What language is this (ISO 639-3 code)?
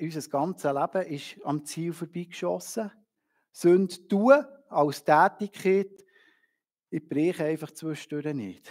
gsw